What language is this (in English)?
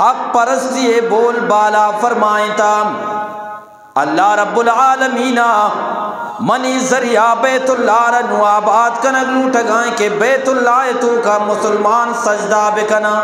Eastern Balochi